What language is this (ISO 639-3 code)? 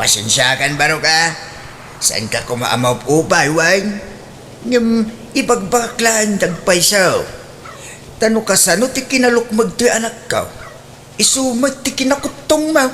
ilo